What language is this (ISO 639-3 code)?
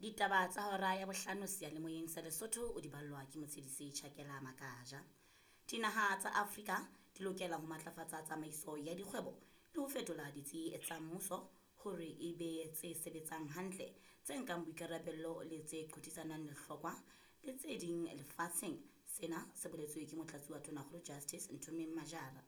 sot